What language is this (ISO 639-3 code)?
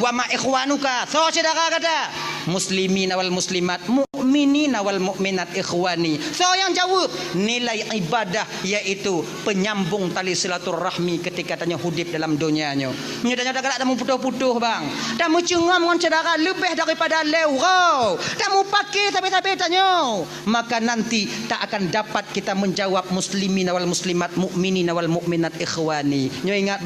ace